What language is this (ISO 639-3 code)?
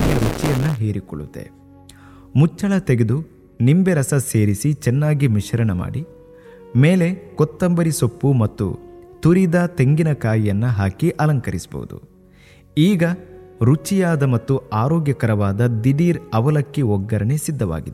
kan